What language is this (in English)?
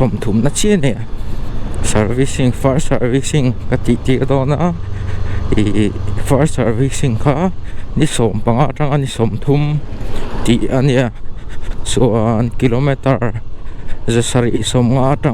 Mizo